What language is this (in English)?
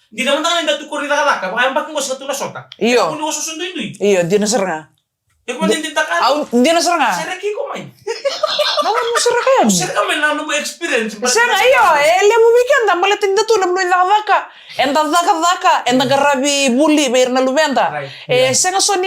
Fijian